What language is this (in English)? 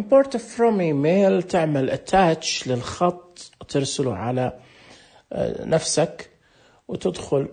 Najdi Arabic